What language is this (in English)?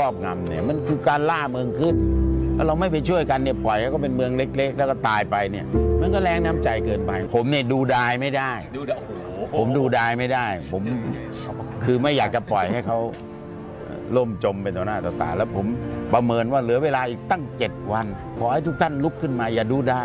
Thai